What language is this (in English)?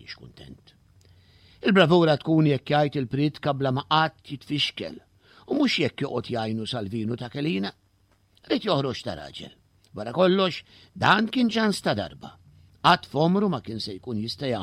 Maltese